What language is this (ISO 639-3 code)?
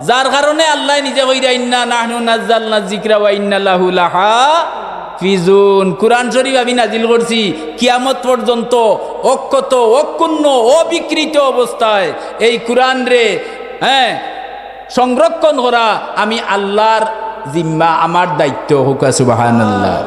syl